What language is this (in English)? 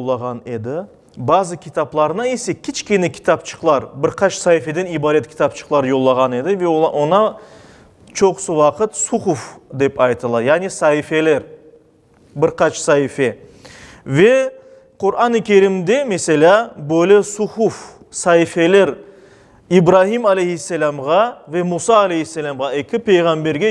Crimean Tatar